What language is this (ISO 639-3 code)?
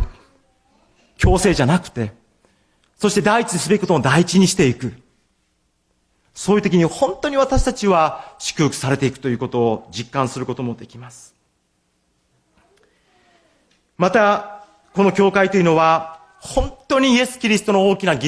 jpn